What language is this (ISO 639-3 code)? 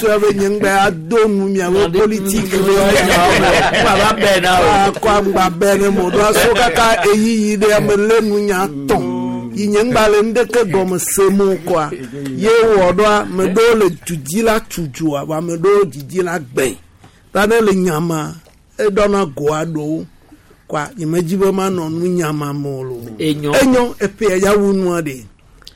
gej